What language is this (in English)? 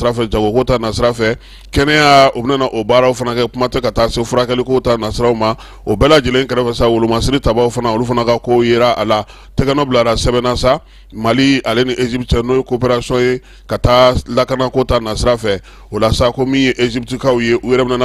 Bambara